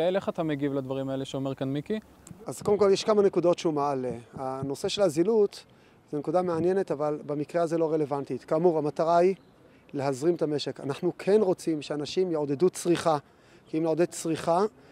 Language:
Hebrew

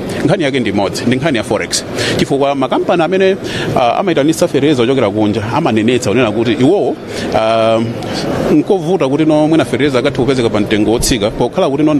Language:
Nyanja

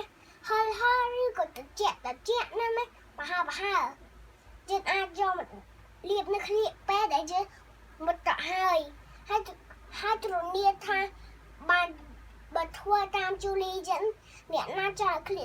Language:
Khmer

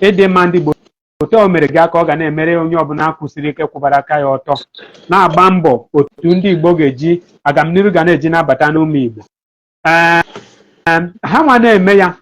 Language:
Igbo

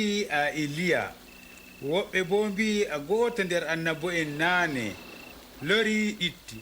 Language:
Adamawa Fulfulde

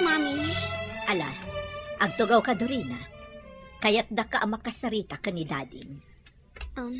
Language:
Iloko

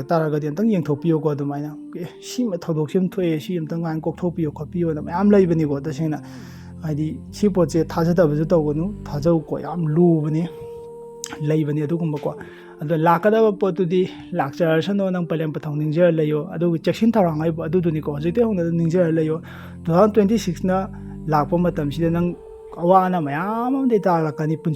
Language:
Manipuri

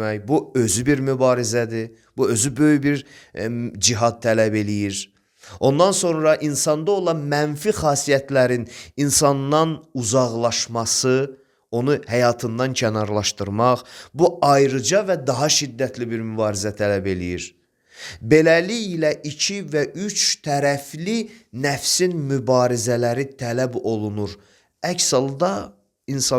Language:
Azerbaijani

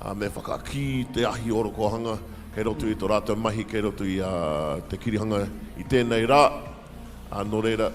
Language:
Māori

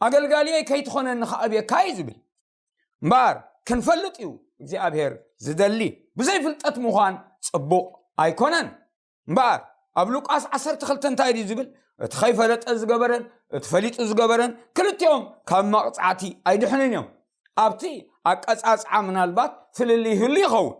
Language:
Tigrinya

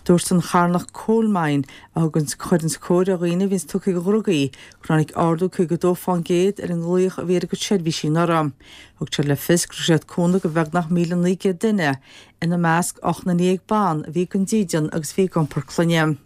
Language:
Irish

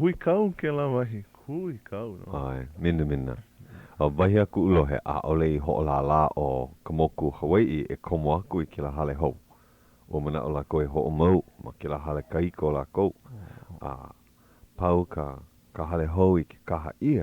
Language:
Hawaiian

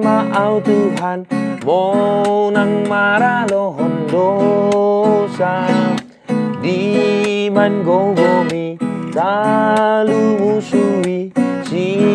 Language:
Batak Toba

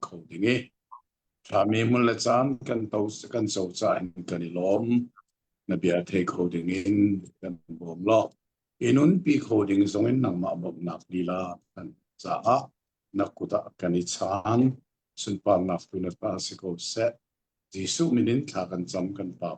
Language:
Hakha Chin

